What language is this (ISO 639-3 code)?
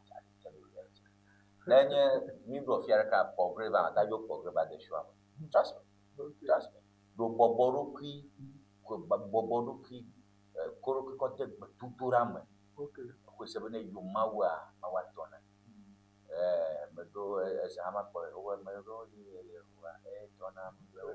ewe